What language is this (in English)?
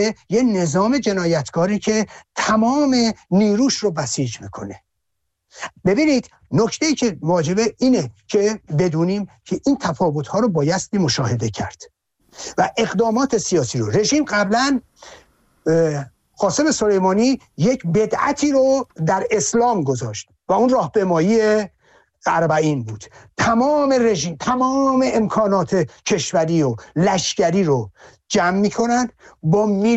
Persian